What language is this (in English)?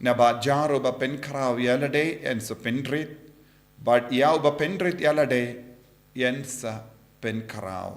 Khasi